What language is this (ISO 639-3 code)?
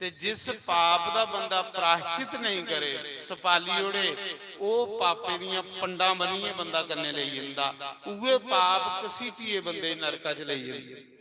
doi